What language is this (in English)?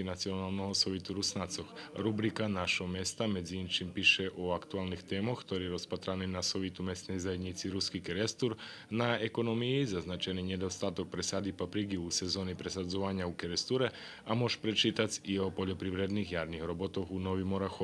Rusyn